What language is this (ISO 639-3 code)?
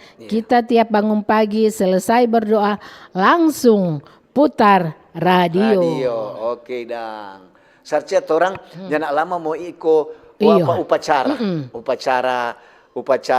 xmm